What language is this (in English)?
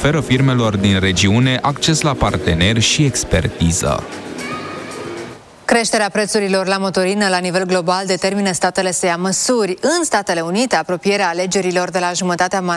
Romanian